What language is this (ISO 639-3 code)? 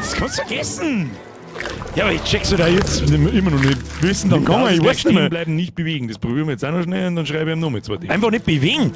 bar